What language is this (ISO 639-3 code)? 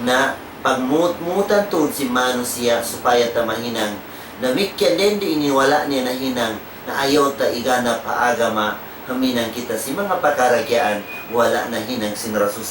tsg